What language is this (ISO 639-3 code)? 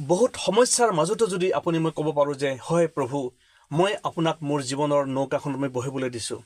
asm